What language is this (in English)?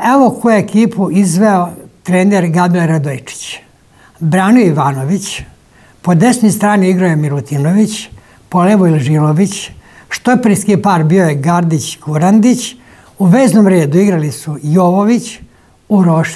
Serbian